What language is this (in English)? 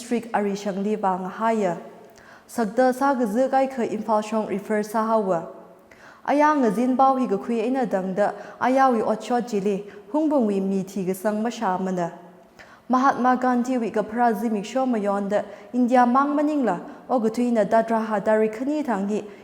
Tangkhul Naga (India)